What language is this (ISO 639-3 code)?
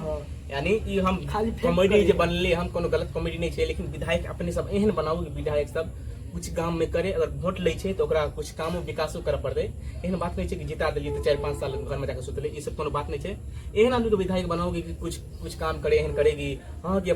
mai